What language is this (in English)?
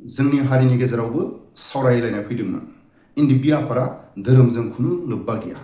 Bodo